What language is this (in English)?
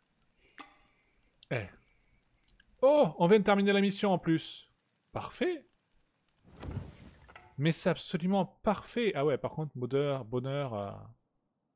French